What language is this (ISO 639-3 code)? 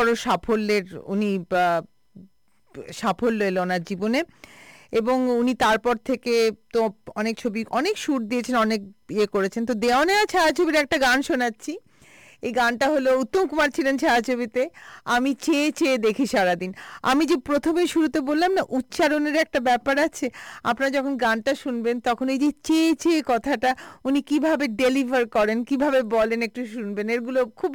ben